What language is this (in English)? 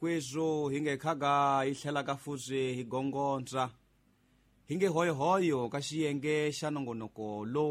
Tsonga